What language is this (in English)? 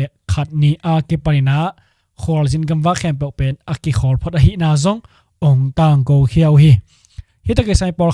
Tedim Chin